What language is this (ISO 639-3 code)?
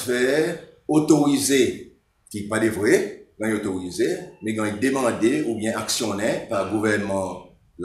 crs